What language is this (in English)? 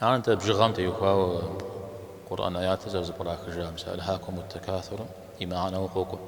Kabardian